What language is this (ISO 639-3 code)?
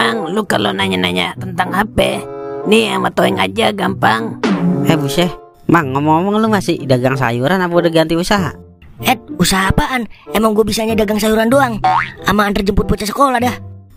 bew